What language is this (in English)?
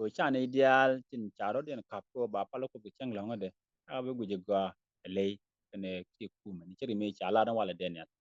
Nuer